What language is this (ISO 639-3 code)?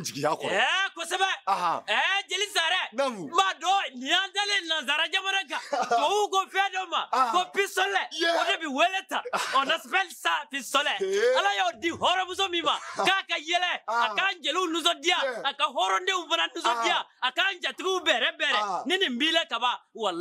bam